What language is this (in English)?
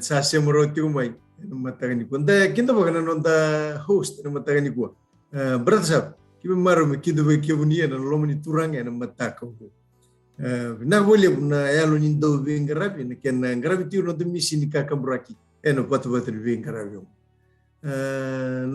Fijian